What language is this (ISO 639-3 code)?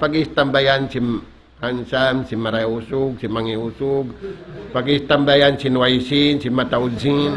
tsg